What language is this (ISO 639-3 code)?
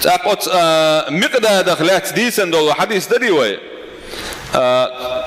che